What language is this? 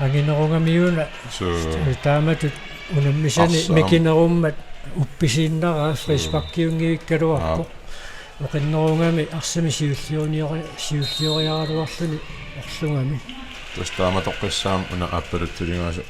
Kalaallisut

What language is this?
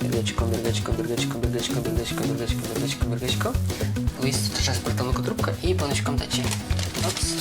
Udmurt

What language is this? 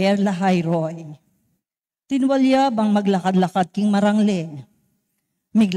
Pampanga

